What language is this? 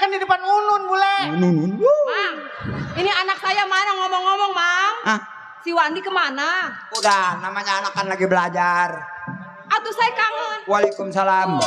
Betawi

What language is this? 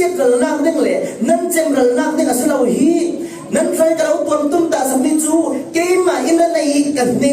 Falam Chin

